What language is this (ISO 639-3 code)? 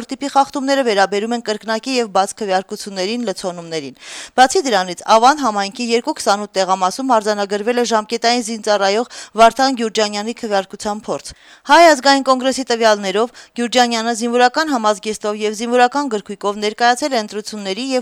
hye